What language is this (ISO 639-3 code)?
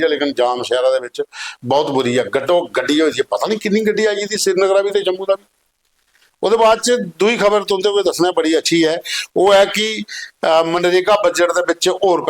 doi